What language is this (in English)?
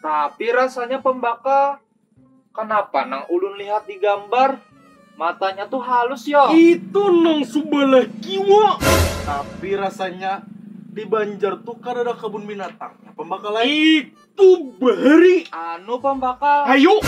Banjar